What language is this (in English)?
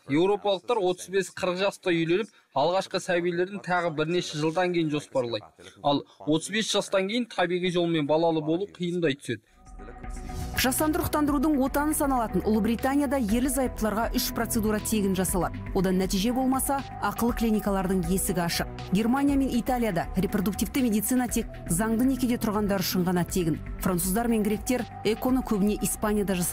Kazakh